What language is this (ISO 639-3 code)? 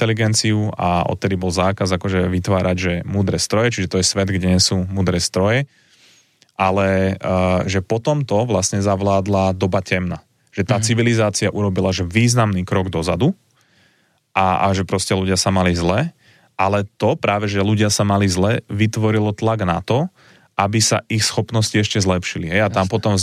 slk